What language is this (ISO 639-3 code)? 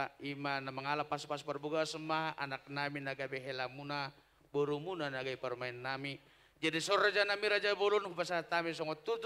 bbc